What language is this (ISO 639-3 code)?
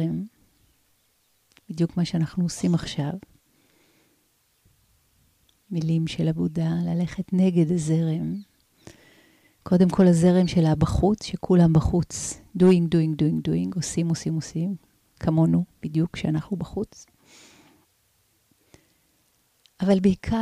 heb